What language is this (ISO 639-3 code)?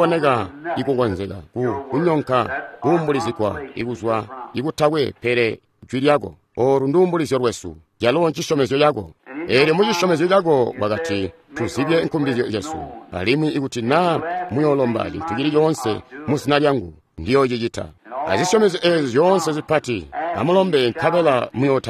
toi